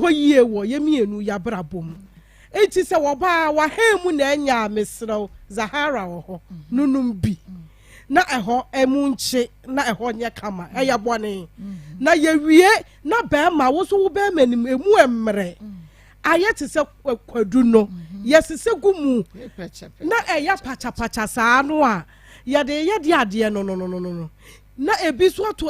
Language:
Akan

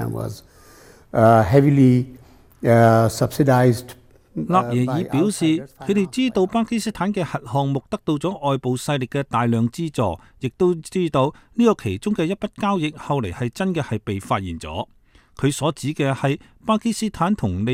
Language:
Cantonese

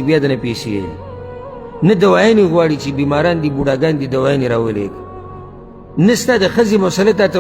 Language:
Pashto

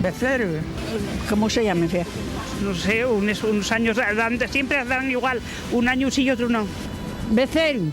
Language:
Asturian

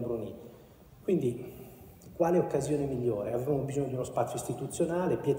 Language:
Italian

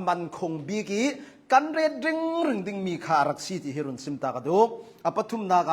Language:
Hakha Chin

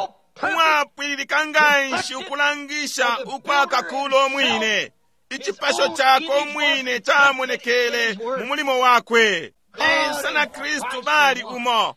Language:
Bemba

